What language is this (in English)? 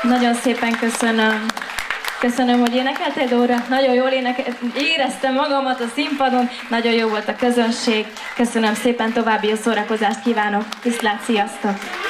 Hungarian